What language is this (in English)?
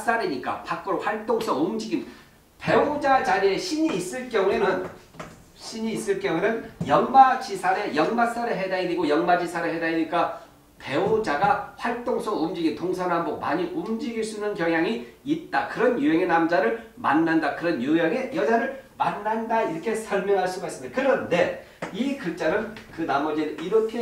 Korean